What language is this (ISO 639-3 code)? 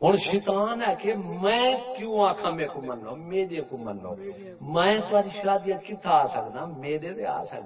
skr